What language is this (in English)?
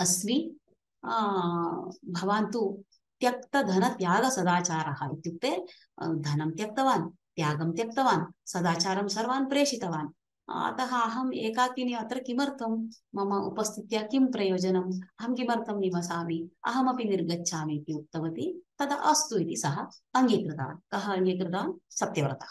Sanskrit